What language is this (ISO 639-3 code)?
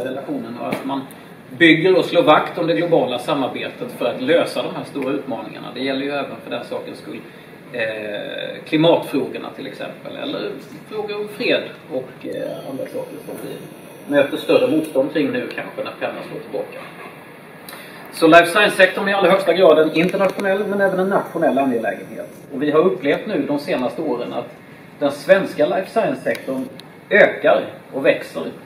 swe